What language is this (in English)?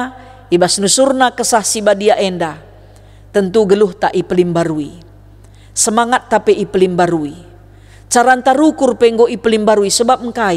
Batak Karo